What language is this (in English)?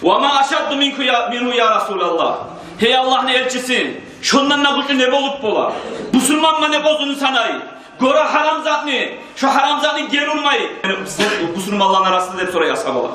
Kumyk